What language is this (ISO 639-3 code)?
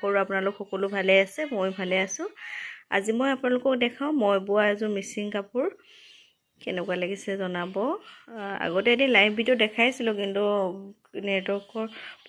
asm